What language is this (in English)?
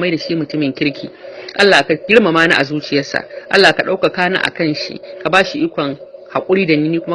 Hausa